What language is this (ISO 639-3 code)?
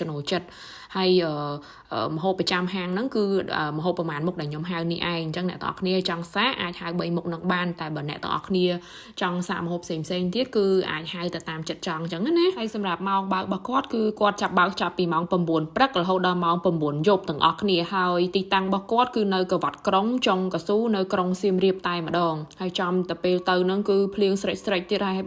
khm